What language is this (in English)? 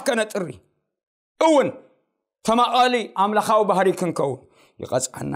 Tigrinya